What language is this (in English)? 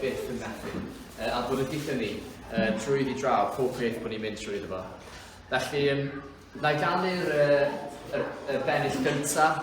Welsh